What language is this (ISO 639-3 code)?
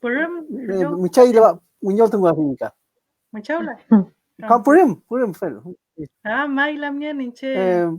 arn